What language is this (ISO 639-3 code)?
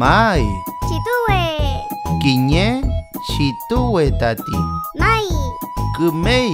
arn